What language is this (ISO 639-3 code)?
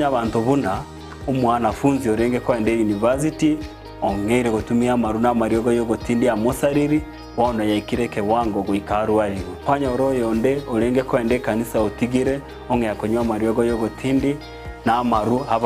guz